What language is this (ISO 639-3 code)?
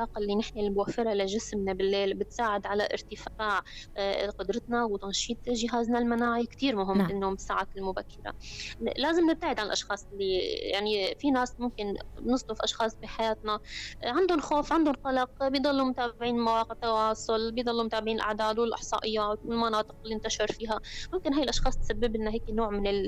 apc